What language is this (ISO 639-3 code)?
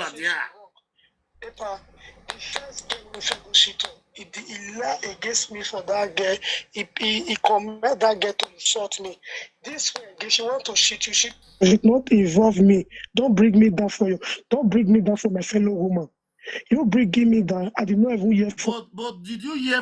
pcm